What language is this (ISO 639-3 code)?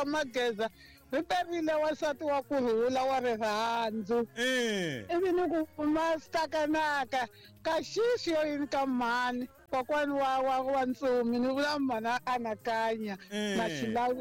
tso